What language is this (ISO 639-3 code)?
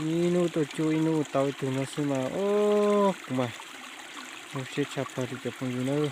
hmn